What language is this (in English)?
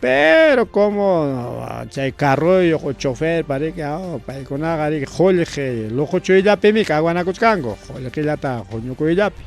Ayacucho Quechua